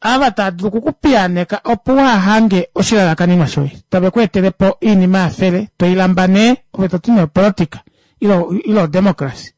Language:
Kuanyama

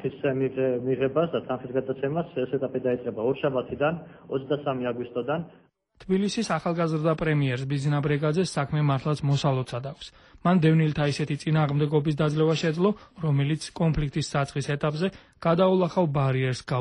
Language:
Georgian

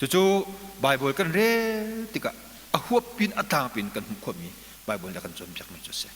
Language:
Hakha Chin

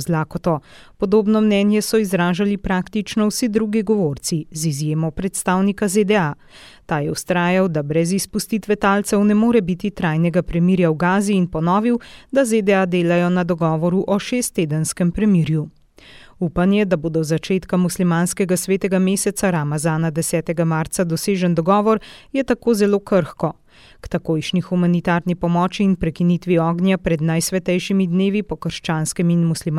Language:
Slovenian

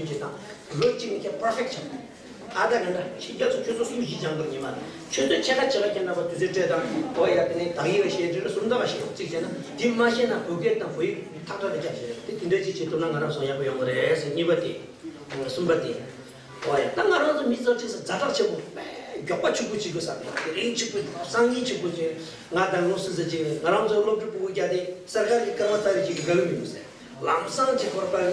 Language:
Tibetan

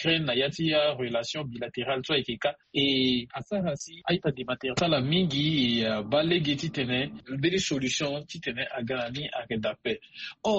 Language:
Sango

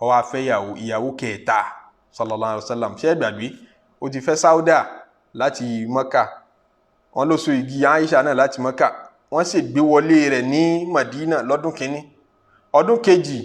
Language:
Yoruba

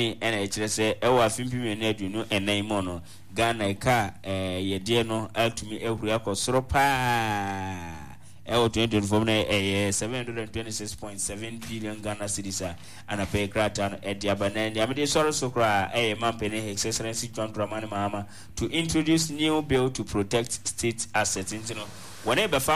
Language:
Akan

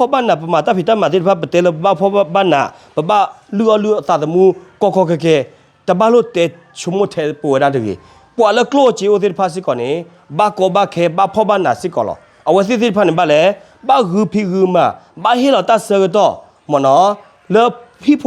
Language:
S'gaw Karen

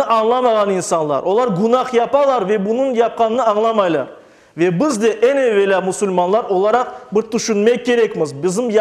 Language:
Crimean Tatar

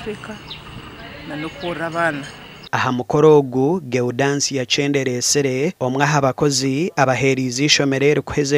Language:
Nyankole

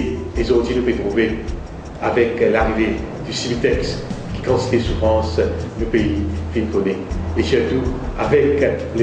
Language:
Morisyen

